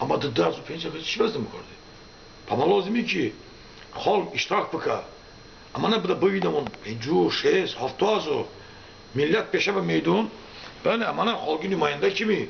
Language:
Talysh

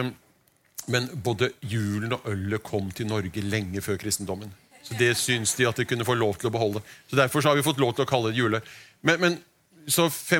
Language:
Norwegian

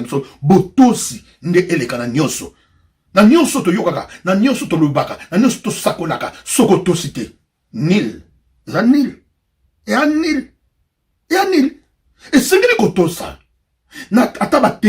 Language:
Lingala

